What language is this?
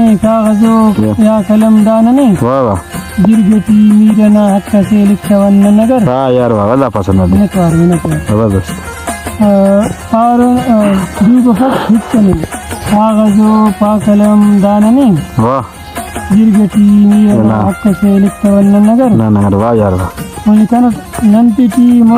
Brahui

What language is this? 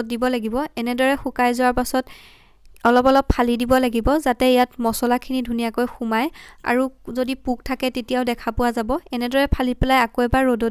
Assamese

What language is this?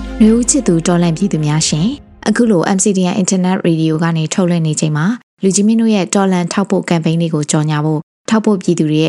Burmese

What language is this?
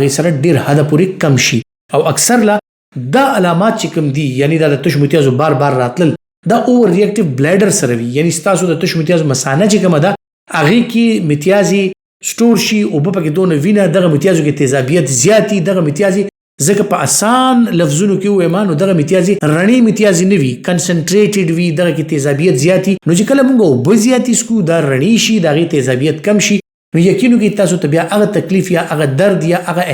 Pashto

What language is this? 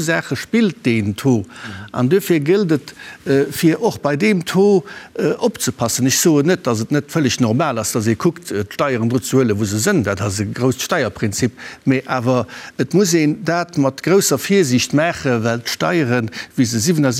Luxembourgish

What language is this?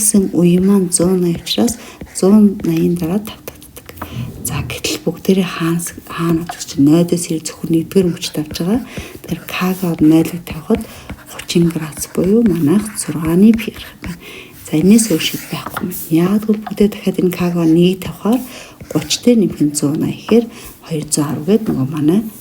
Mongolian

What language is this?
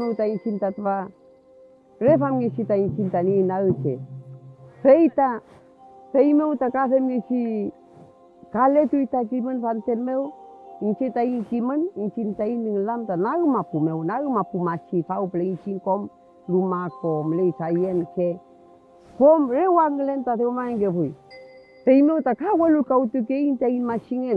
Mapuche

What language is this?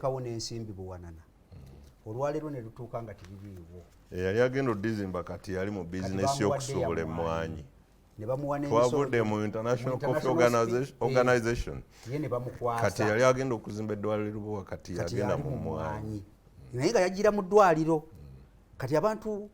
Ganda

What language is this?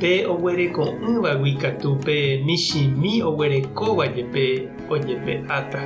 Guarani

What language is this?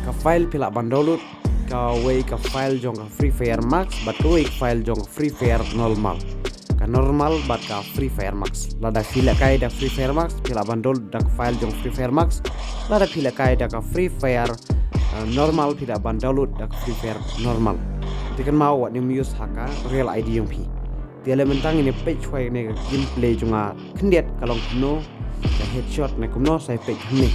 Khasi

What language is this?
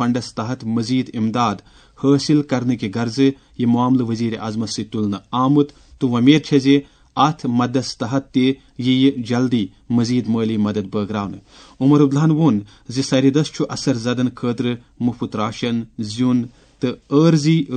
Kashmiri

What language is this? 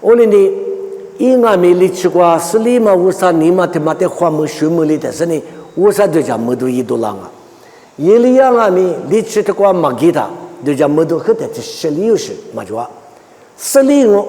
Lisu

